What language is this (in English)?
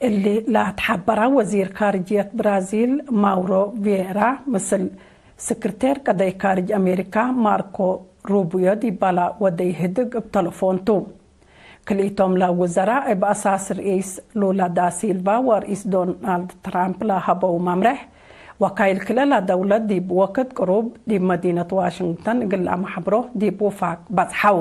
Tigre